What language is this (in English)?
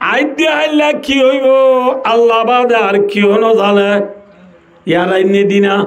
Rohingya